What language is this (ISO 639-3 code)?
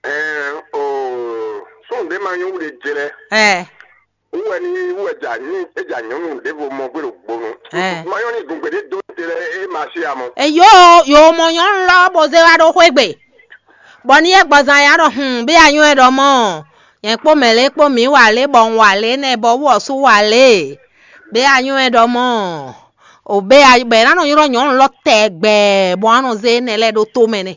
fon